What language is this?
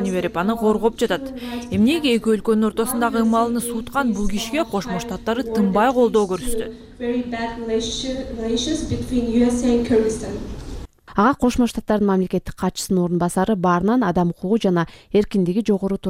Kyrgyz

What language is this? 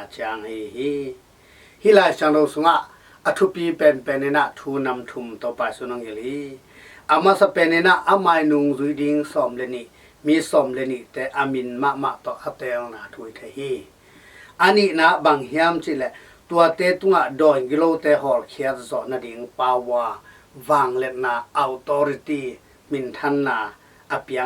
Tedim Chin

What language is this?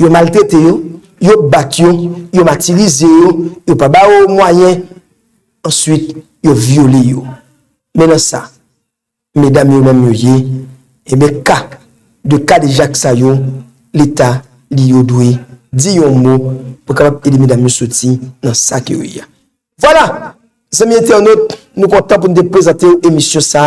Haitian Creole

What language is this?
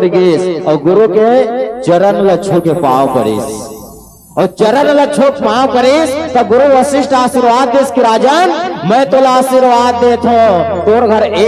Chhattisgarhi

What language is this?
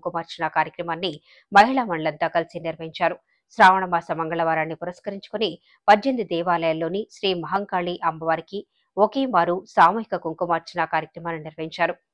Telugu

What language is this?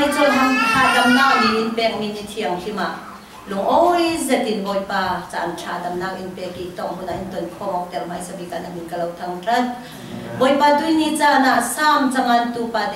Falam Chin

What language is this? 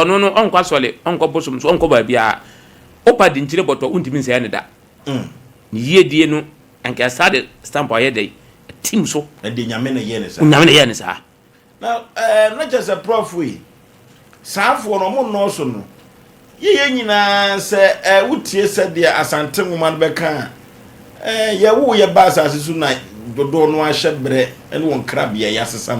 Akan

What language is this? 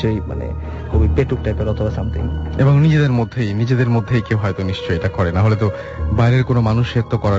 Bangla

